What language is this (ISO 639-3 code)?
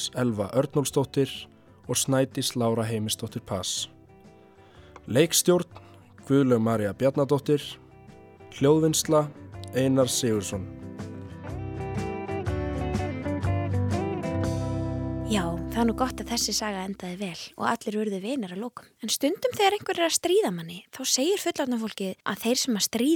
isl